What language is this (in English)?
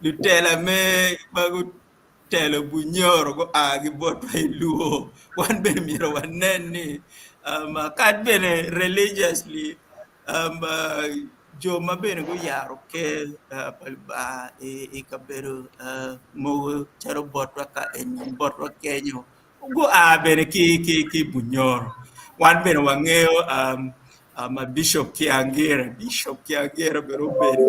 Acoli